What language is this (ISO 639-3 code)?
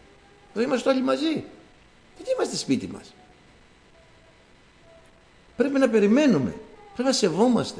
ell